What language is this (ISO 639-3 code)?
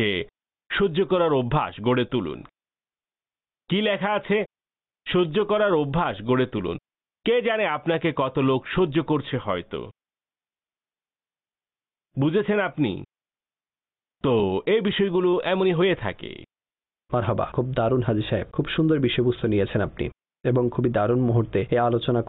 ben